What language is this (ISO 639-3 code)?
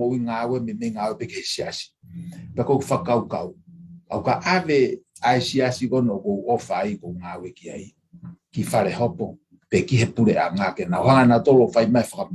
ton